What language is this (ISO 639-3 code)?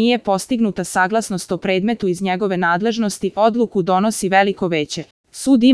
srp